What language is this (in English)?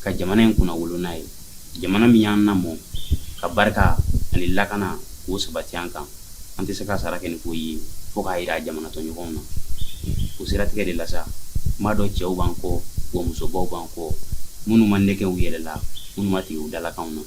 Bambara